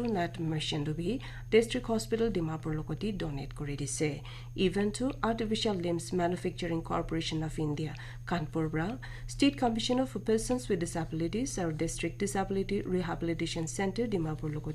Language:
Naga Pidgin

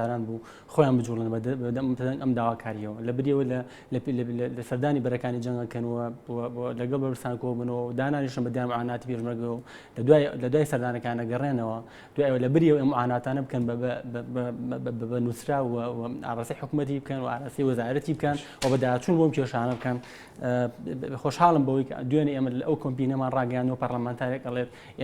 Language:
Central Kurdish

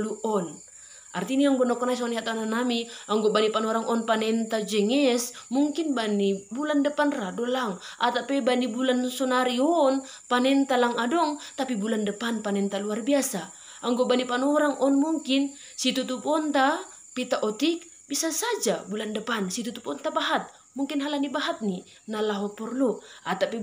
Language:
Batak Simalungun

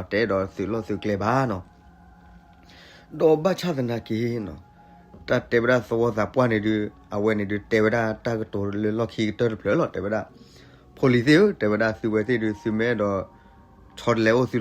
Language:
S'gaw Karen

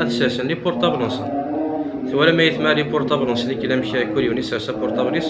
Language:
Kabyle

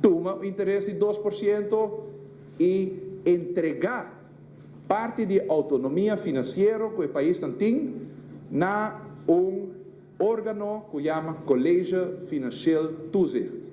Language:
Papiamento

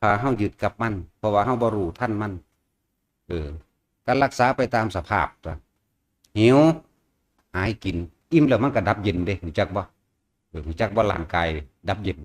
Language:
Northeastern Thai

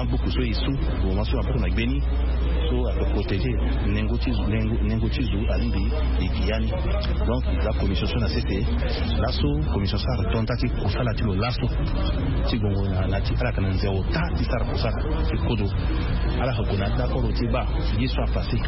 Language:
Sango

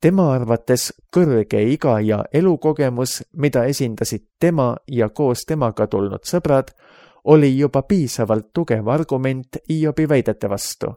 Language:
Estonian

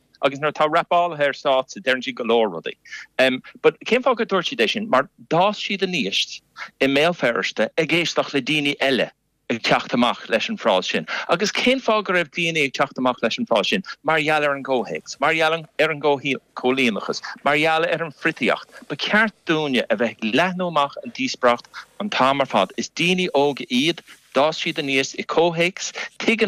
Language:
Irish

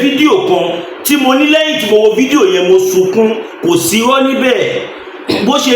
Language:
Yoruba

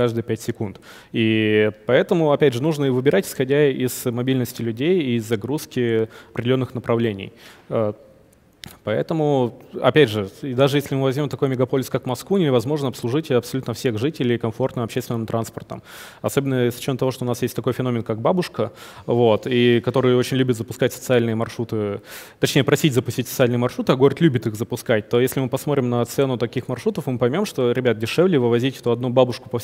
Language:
Russian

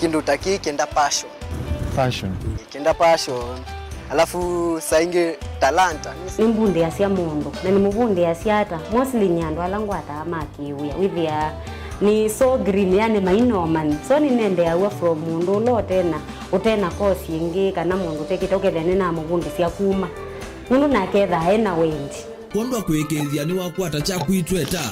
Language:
Kamba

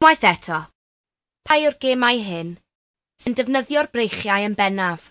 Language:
Welsh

